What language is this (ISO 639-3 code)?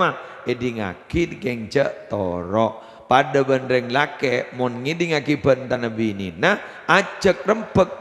mad